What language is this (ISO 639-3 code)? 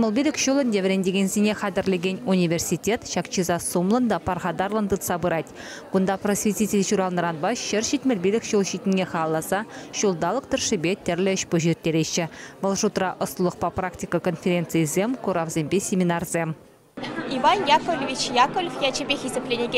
chv